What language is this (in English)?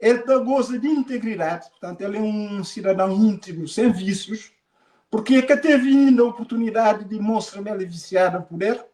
Kabuverdianu